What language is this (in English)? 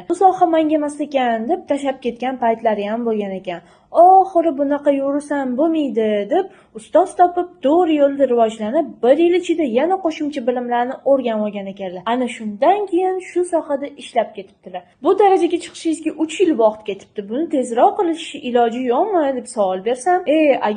Uzbek